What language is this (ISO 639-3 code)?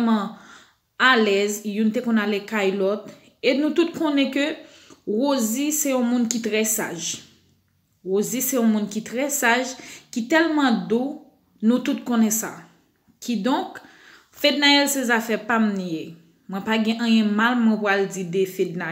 hat